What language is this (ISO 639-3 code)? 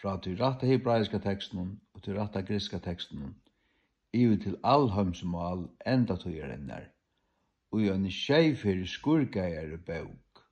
fao